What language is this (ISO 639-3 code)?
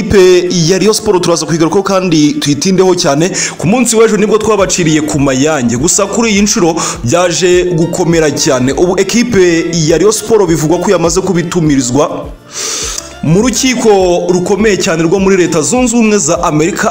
kin